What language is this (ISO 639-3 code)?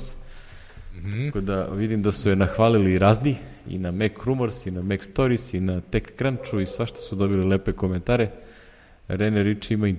srp